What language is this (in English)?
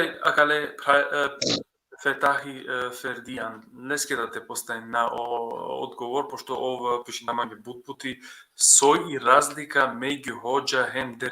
Balkan Romani